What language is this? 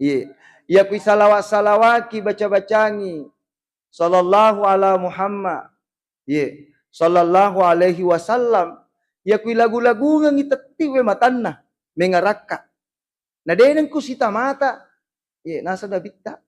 Buginese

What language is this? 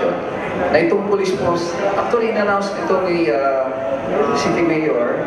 Filipino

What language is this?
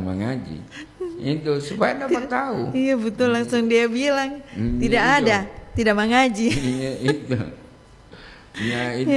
Indonesian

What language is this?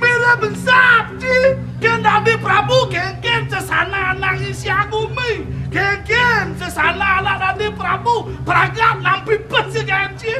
Balinese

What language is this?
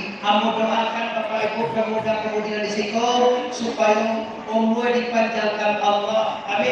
Minangkabau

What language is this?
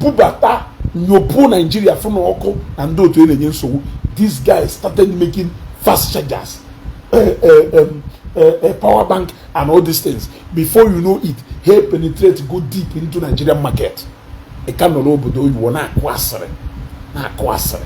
Igbo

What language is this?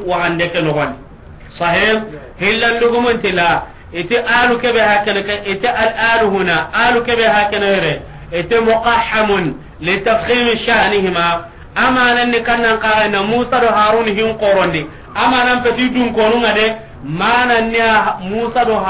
Soninke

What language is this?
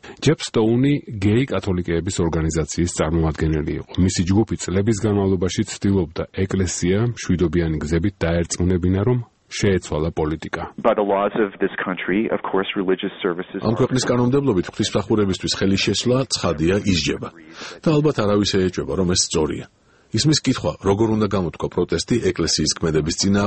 Georgian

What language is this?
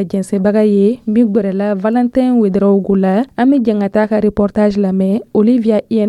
Dyula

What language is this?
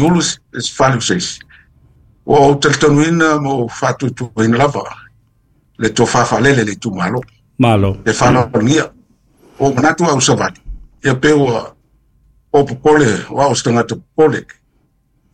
Samoan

